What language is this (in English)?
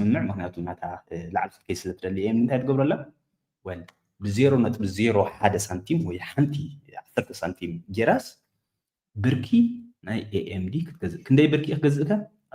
Tigrinya